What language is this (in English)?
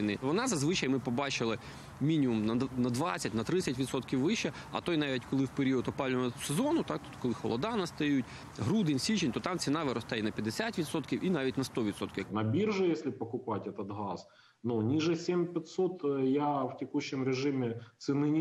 Ukrainian